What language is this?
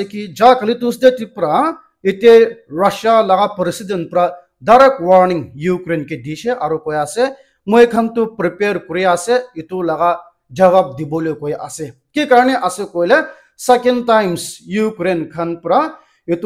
Naga Pidgin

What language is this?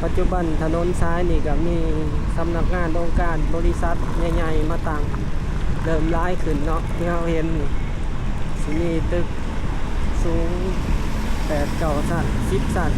Lao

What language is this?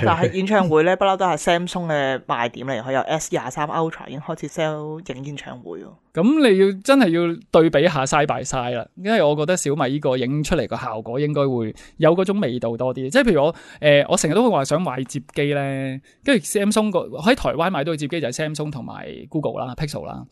Cantonese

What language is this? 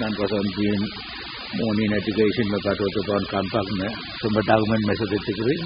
Pohnpeian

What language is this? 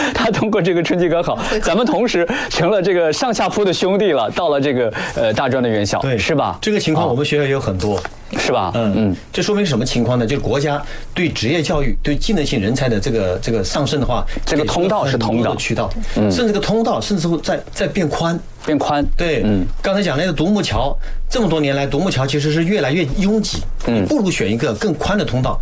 Chinese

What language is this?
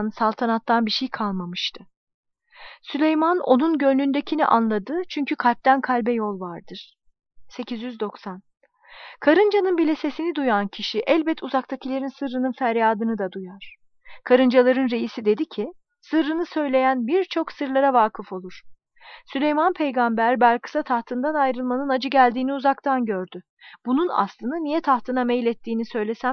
Turkish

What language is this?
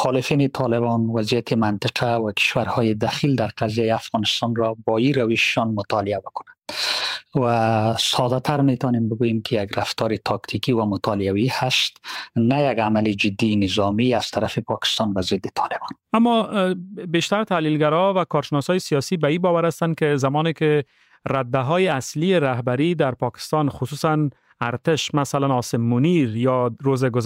Persian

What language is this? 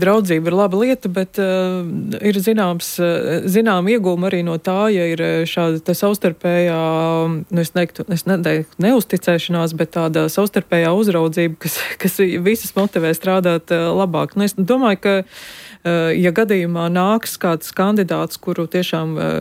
Latvian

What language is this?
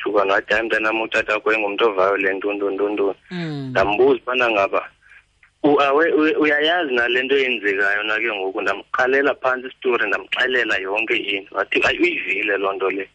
Xhosa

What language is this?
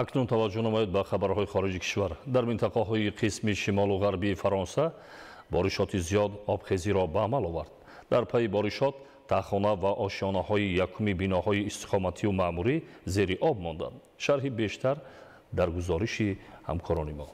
Tajik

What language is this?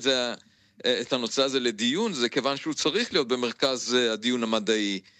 Hebrew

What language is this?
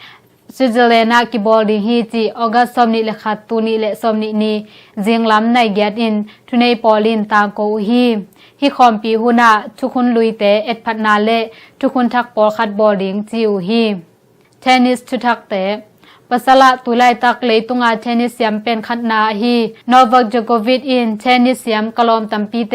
Tedim Chin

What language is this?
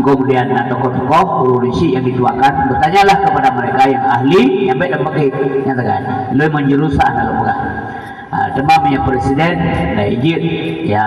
Achinese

